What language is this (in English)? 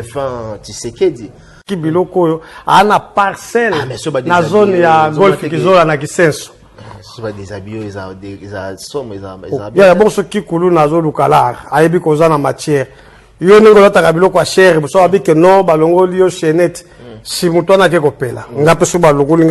Lingala